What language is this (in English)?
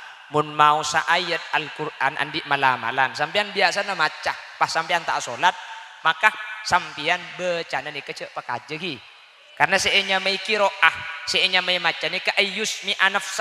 Madurese